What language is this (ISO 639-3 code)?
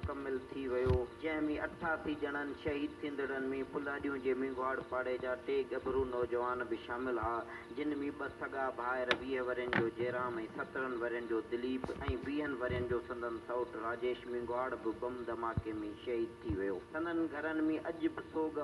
snd